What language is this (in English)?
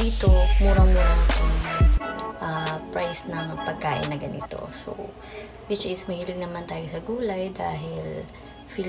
Filipino